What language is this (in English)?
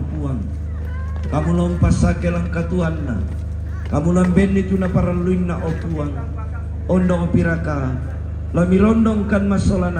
Toraja-Sa'dan